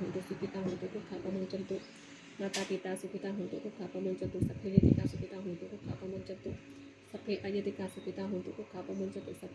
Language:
Pali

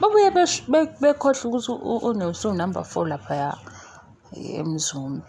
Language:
Zulu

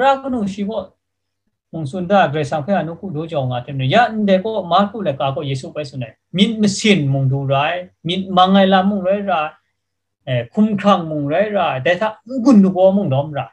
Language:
Kachin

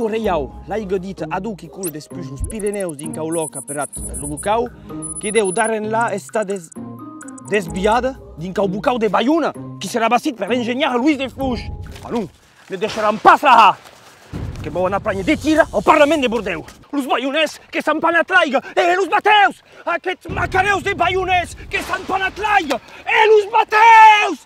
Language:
Occitan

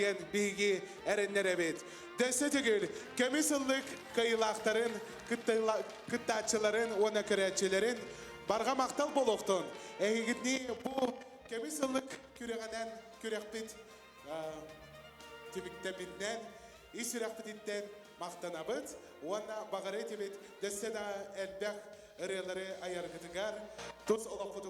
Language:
Yakut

